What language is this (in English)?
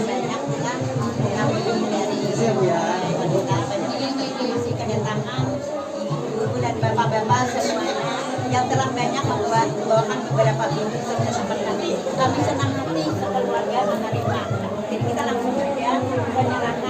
Banjar